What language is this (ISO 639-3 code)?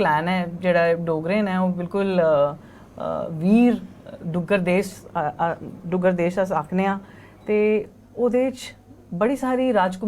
doi